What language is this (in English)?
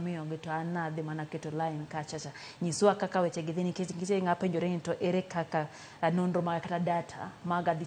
Luo (Kenya and Tanzania)